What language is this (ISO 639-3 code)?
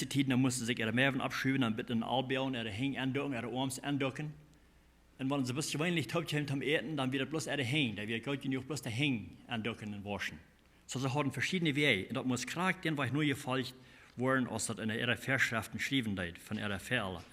pdt